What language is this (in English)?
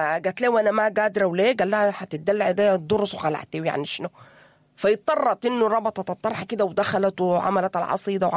Sudanese Arabic